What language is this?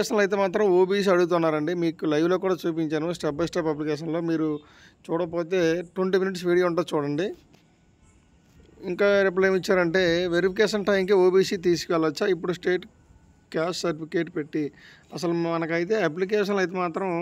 Telugu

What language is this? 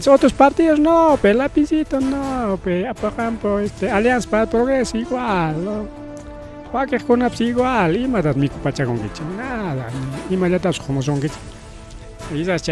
Ayacucho Quechua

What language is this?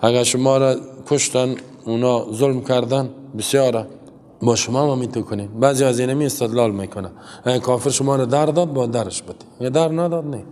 Persian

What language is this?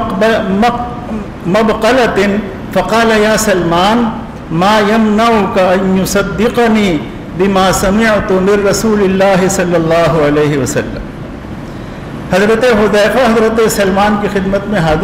Urdu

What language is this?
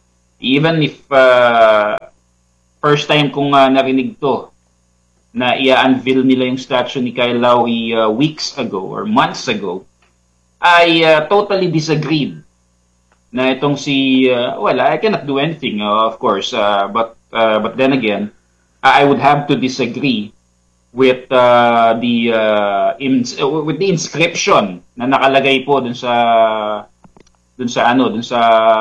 Filipino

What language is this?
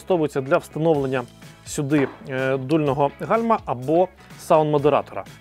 Ukrainian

